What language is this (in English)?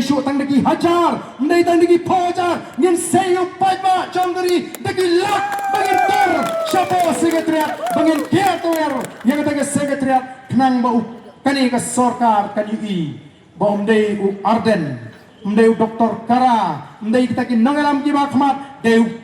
Khasi